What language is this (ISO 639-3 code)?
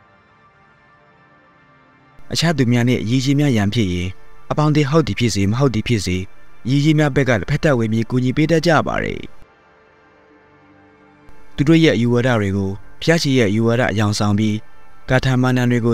mya